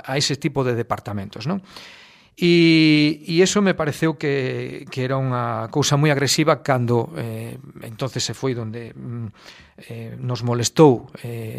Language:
Galician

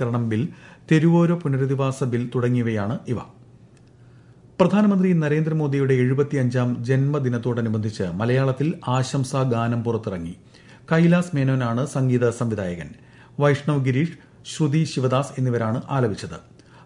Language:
Malayalam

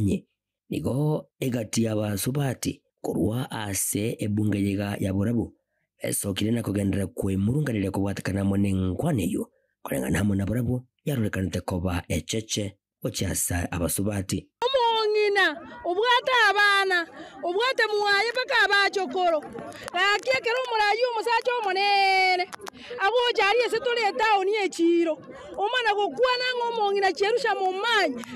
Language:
Gusii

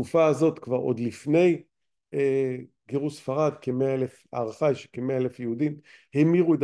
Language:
Hebrew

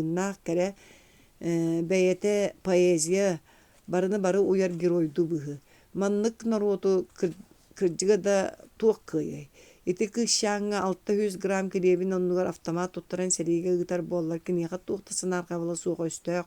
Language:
Yakut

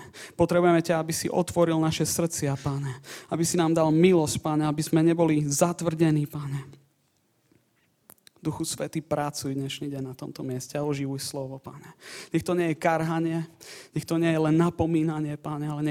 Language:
Slovak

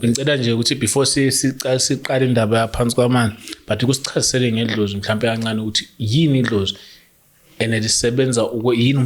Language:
Zulu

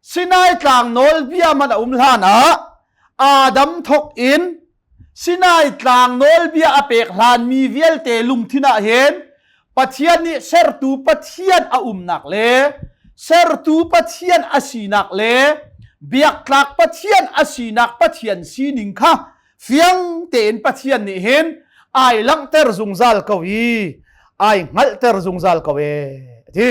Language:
Hakha Chin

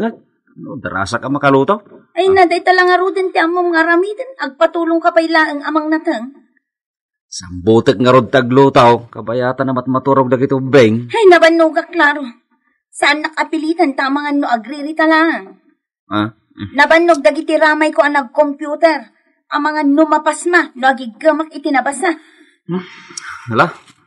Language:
Iloko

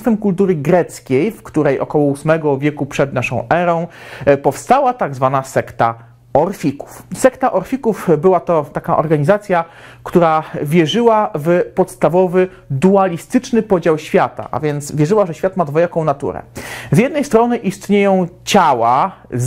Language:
Polish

